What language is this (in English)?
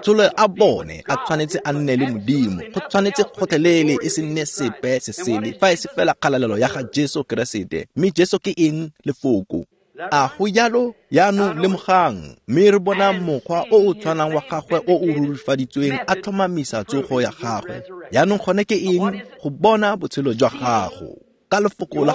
Tswana